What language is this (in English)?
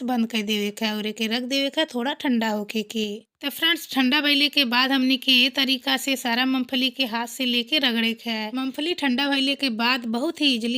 Bhojpuri